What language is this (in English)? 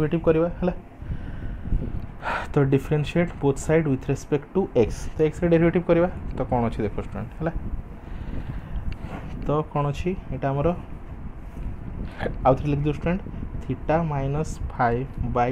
Hindi